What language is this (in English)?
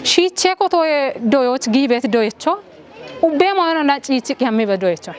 Kafa